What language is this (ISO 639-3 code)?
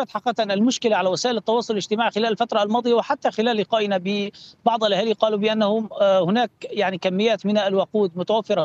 ara